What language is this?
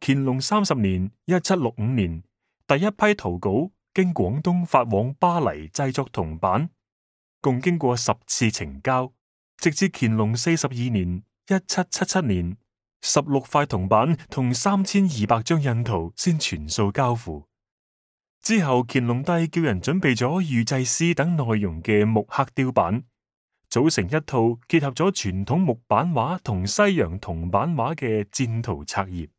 Cantonese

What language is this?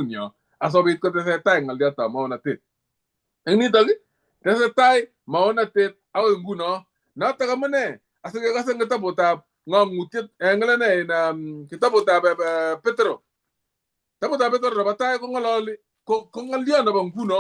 Kalenjin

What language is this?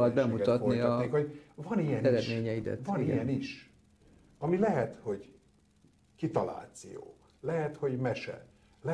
Hungarian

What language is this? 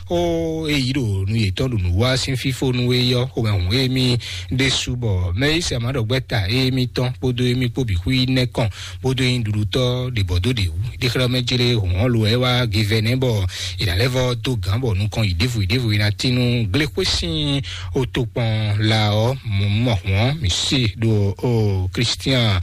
Fon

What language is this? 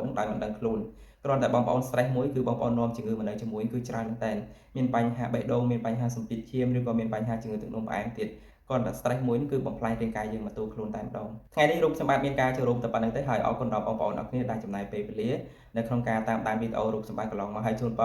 Khmer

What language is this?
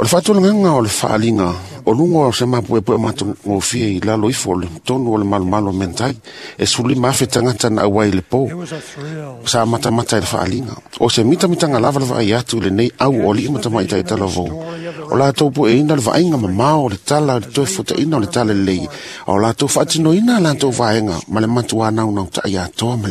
Samoan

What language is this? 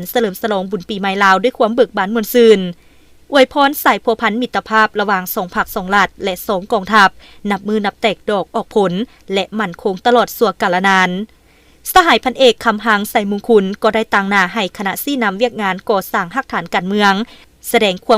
Lao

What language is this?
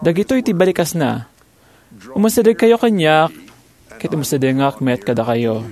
Iloko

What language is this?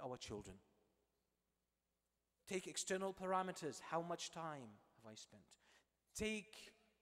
English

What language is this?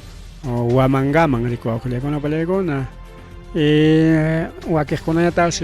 Ayacucho Quechua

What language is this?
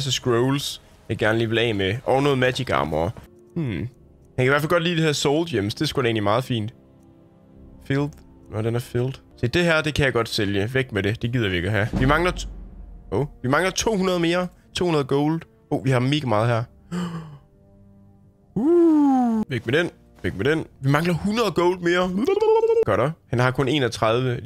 Danish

